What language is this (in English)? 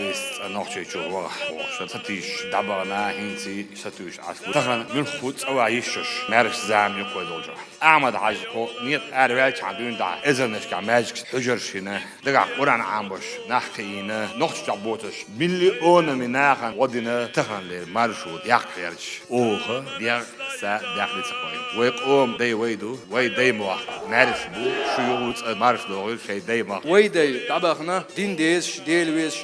Chechen